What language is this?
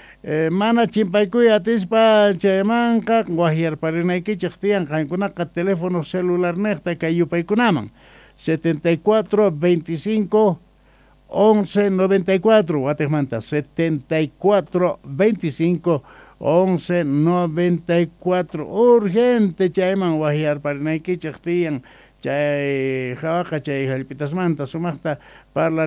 Quechua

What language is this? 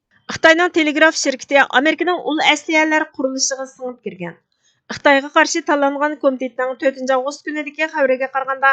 Uyghur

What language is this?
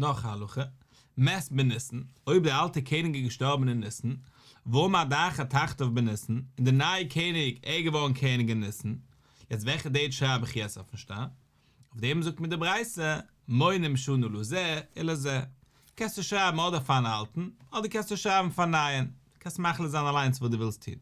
Yiddish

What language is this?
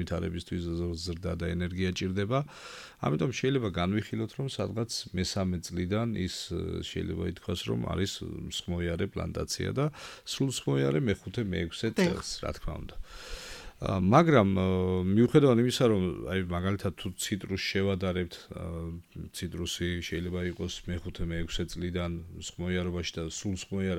Georgian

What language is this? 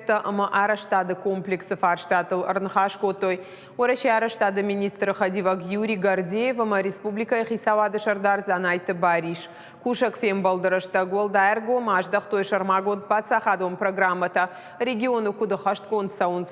Ossetic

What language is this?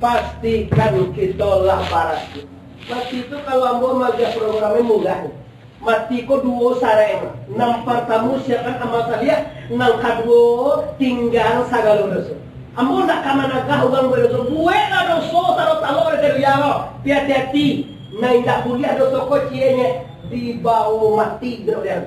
Minangkabau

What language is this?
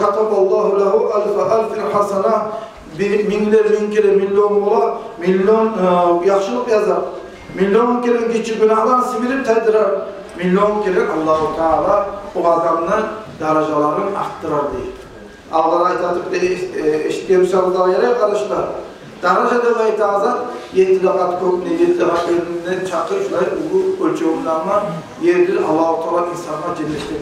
Kumyk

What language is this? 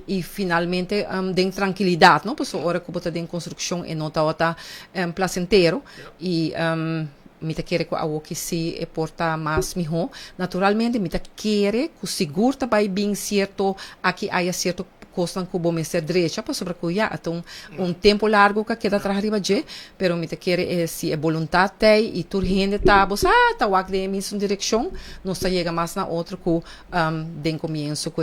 Papiamento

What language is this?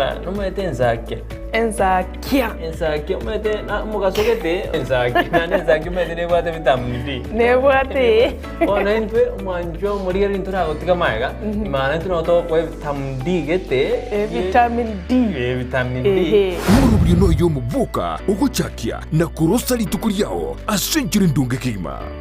Gusii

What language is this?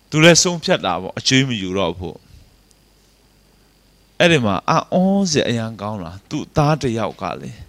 Burmese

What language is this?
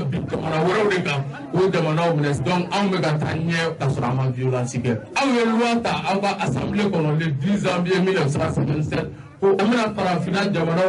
Bambara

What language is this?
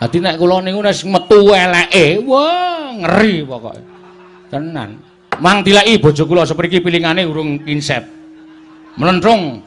Javanese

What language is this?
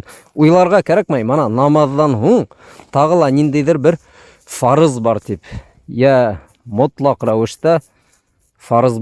Bashkir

